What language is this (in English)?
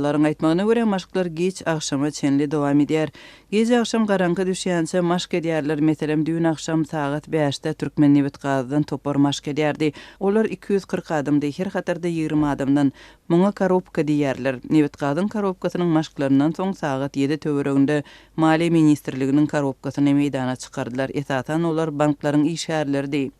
Turkmen